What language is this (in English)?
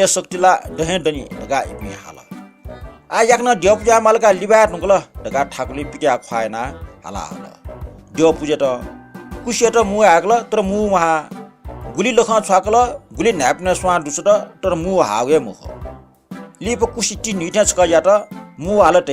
Newari